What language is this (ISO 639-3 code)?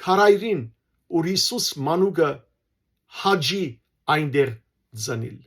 hyw